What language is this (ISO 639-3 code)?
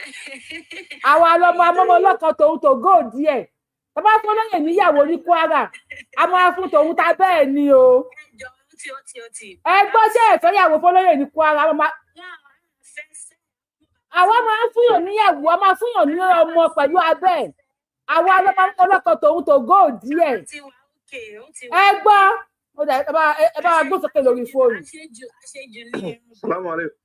yor